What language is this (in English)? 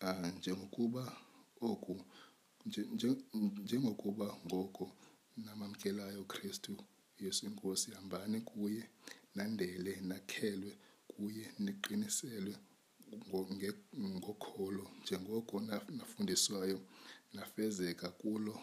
Xhosa